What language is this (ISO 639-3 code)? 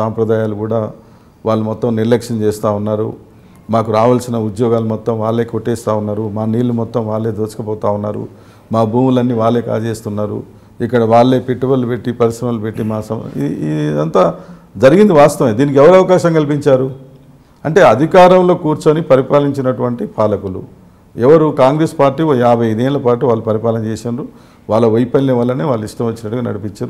tel